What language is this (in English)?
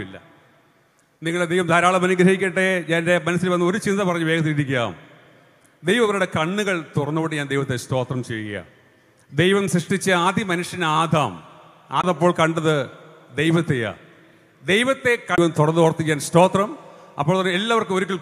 Malayalam